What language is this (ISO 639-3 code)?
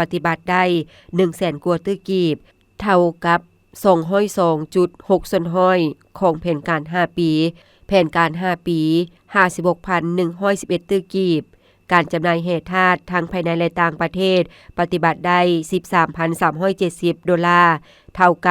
lao